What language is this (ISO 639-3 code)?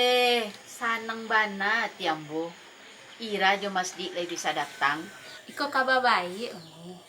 min